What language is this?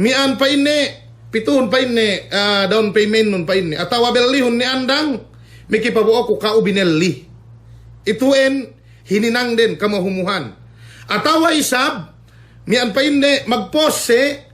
Yakan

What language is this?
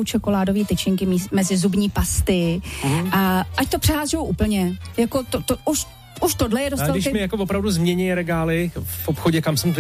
Czech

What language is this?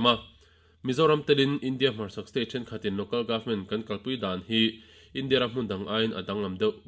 Mizo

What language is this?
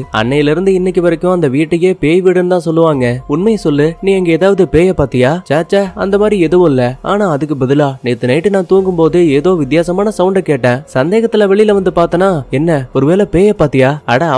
Tamil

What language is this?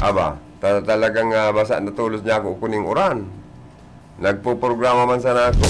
Bikol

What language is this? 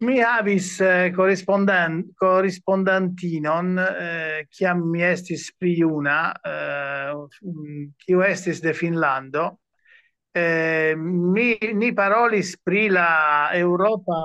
Esperanto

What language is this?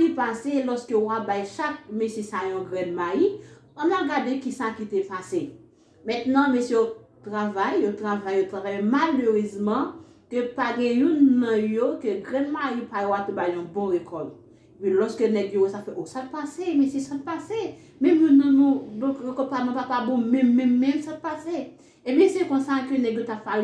Haitian Creole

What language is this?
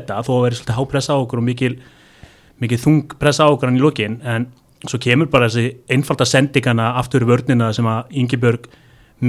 Icelandic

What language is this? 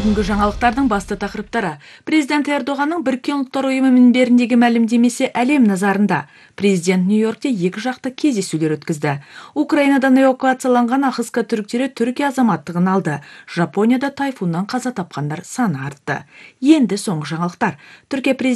Kazakh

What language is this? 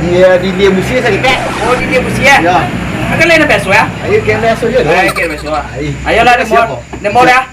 Minangkabau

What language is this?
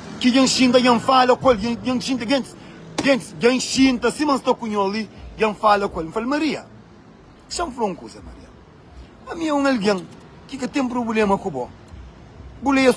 Kabuverdianu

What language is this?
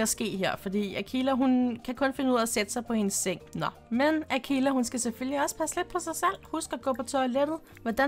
Danish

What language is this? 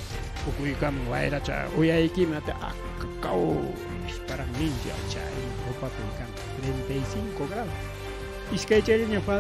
Ayacucho Quechua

